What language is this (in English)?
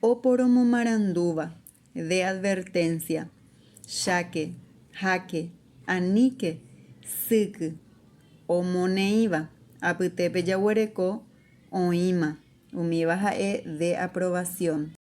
Guarani